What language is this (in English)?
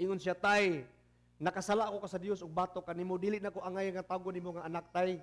Cebuano